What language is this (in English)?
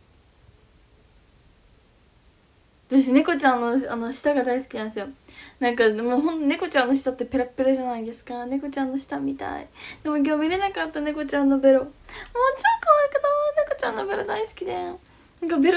Japanese